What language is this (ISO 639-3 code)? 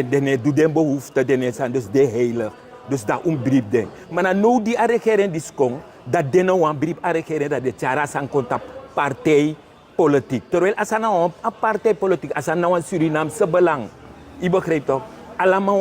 srn